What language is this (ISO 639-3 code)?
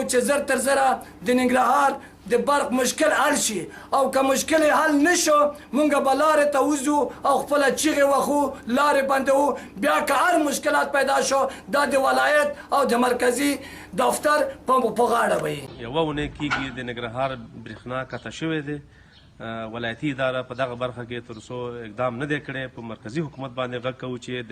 pus